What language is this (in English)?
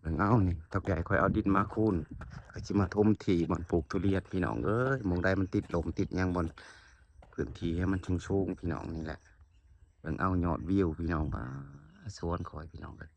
Lao